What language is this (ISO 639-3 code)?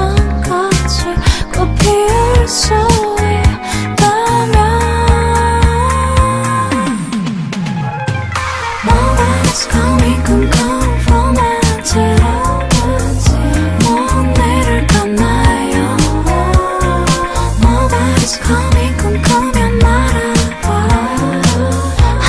kor